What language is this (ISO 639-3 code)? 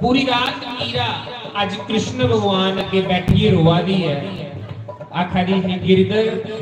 doi